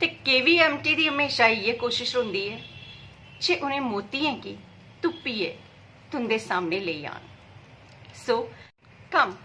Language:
Dogri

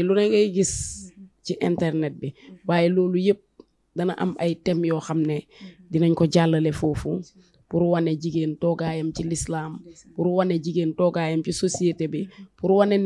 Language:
Wolof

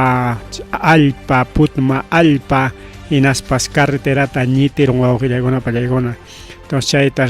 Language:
Ayacucho Quechua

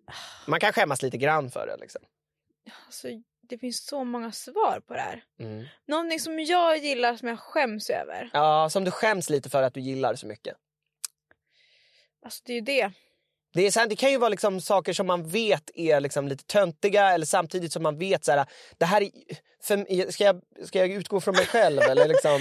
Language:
Swedish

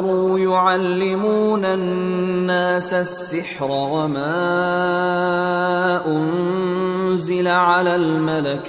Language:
Arabic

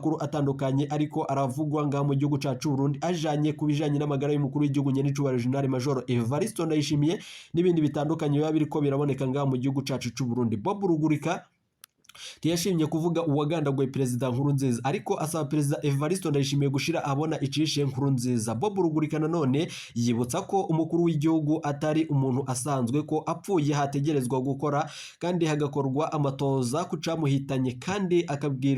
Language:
Rundi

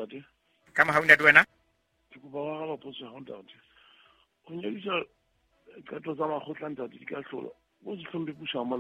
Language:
Southern Sotho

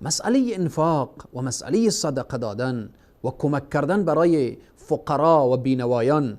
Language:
Persian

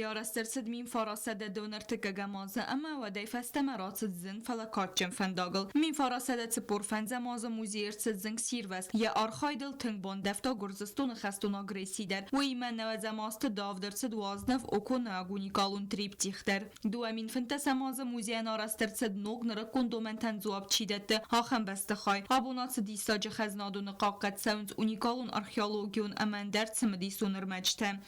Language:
Ossetic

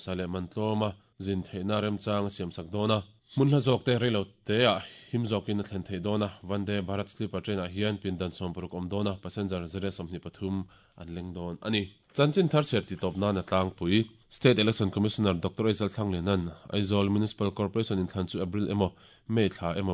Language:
Mizo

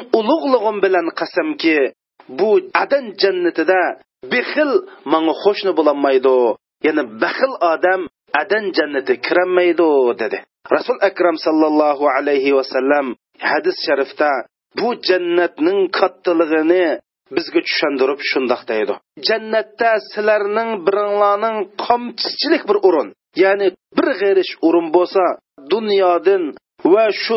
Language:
Uyghur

